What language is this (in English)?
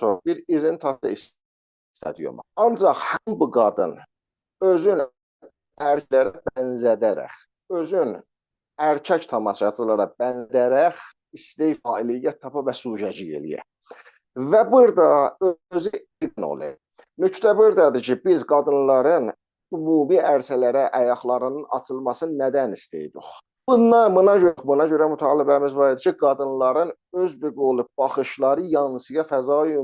South Azerbaijani